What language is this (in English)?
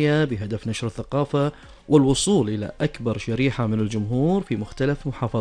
Gulf Arabic